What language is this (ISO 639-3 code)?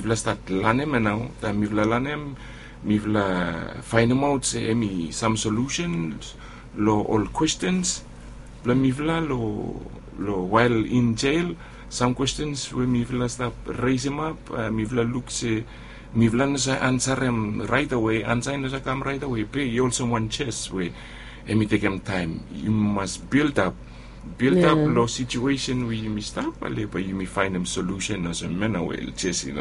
bis